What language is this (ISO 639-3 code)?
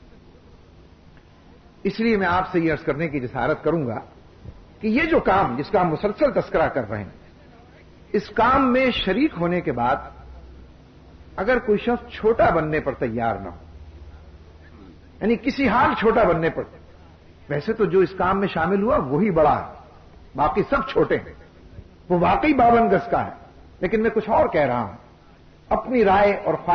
urd